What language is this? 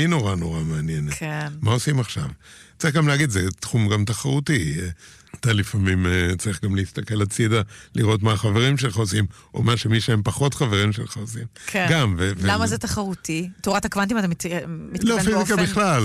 Hebrew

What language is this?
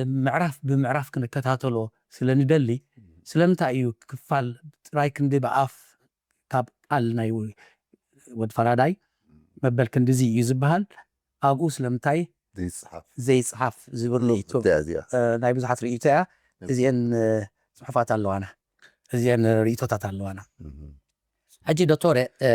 Tigrinya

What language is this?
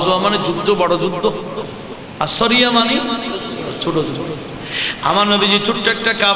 Bangla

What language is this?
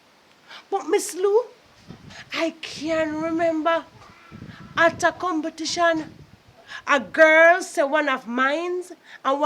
Jamaican Creole English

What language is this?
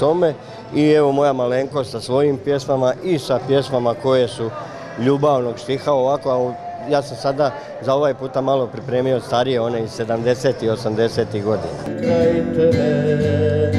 Croatian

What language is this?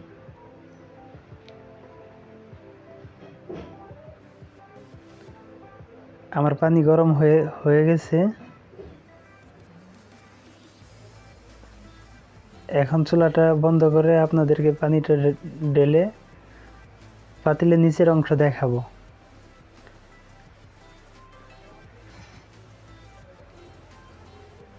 Bangla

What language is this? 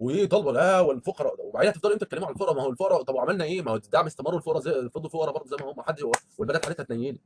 Egyptian Arabic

